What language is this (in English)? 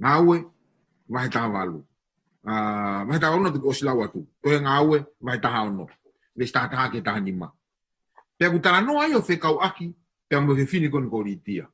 Tongan